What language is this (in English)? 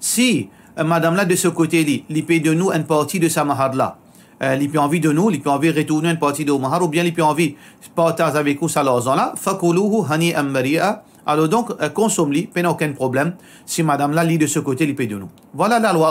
Morisyen